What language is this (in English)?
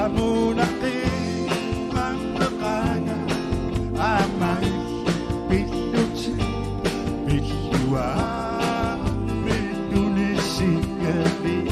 Kalaallisut